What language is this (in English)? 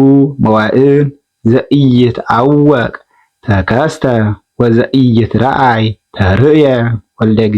Geez